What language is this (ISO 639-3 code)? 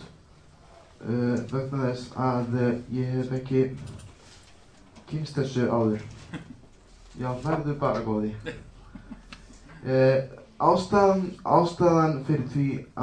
isl